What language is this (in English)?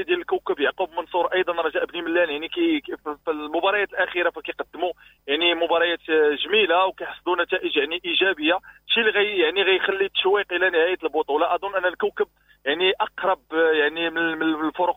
Moroccan Arabic